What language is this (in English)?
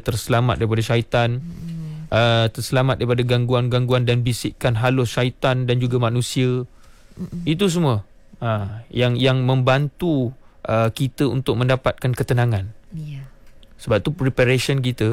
Malay